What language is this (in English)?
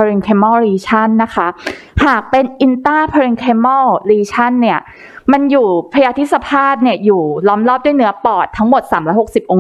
Thai